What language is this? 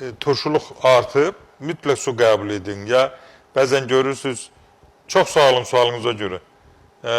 Azerbaijani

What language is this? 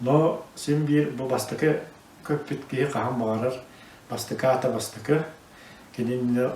Yakut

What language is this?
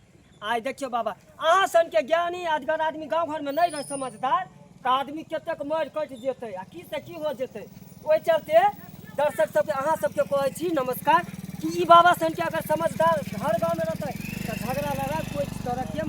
Maithili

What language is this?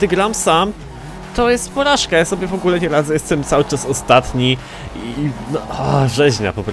Polish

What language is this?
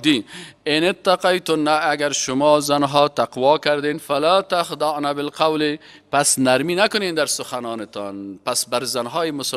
Persian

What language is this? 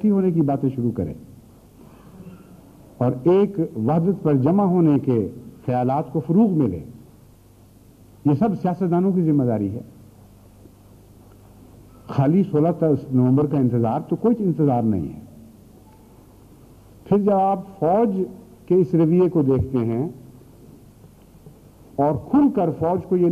Urdu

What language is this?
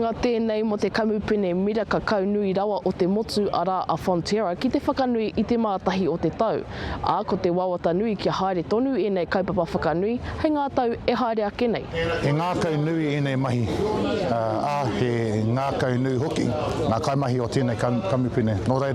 Māori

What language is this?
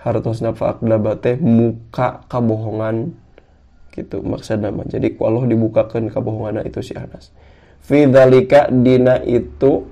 Sundanese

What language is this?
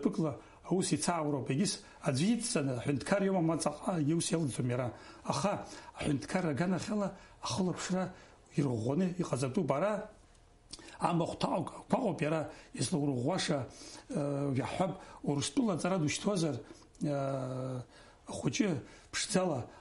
Abkhazian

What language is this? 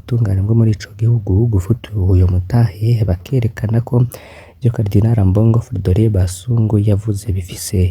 Rundi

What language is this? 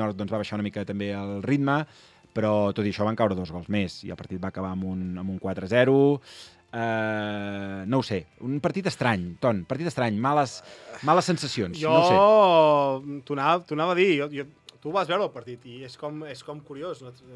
Catalan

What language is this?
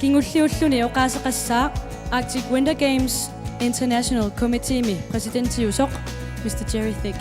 Kalaallisut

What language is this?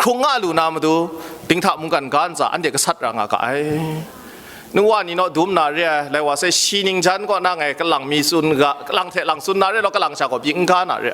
Kachin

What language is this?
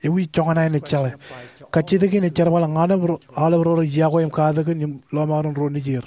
Marshallese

